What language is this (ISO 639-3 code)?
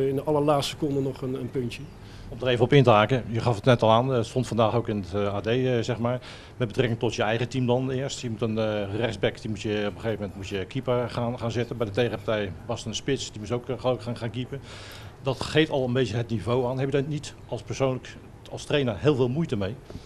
nld